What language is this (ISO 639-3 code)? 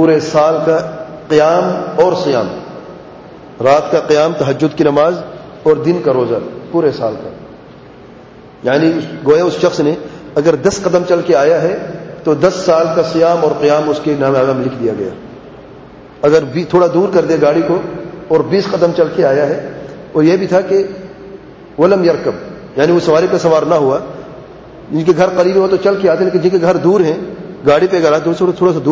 urd